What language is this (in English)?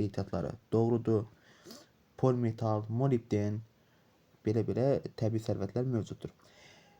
Azerbaijani